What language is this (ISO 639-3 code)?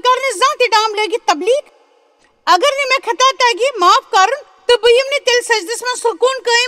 kas